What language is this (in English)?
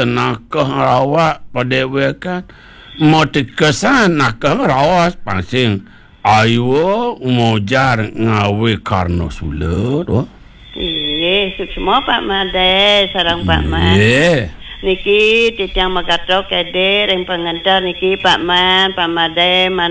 Balinese